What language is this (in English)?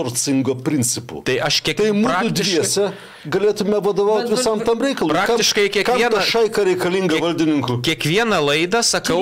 Lithuanian